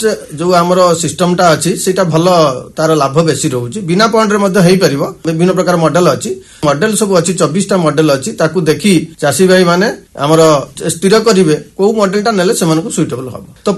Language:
Odia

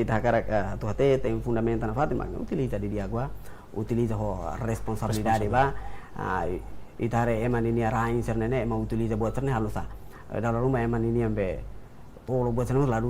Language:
Tetum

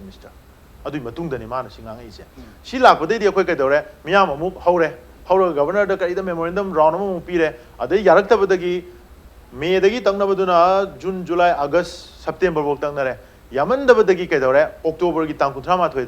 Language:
Manipuri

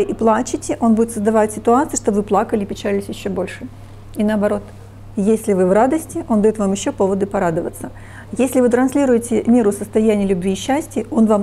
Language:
Russian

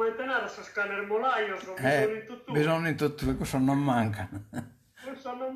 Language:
Sardinian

